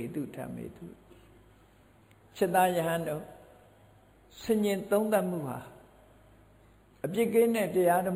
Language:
Burmese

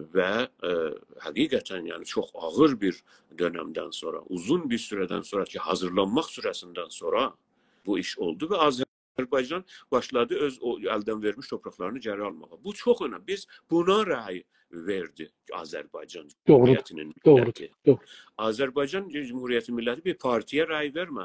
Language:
South Azerbaijani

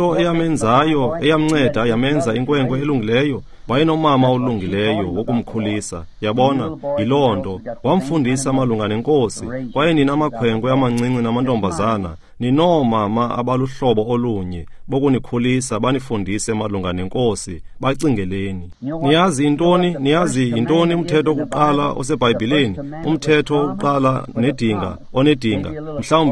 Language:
Xhosa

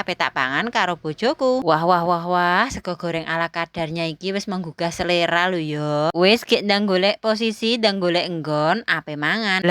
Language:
Javanese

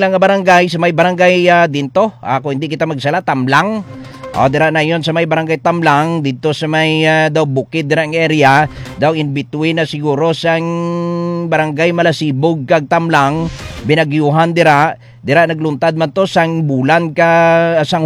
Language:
Hiligaynon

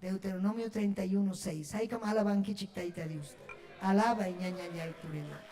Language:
Ayacucho Quechua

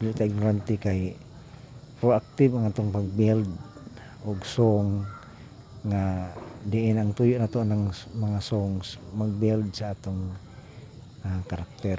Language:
Cebuano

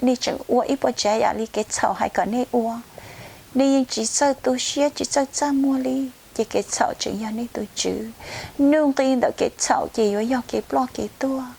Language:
Hmong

